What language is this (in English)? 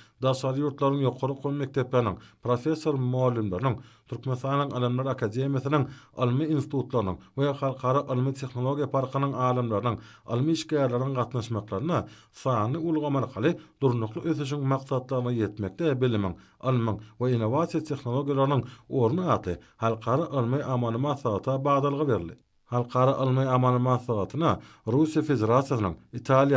Turkmen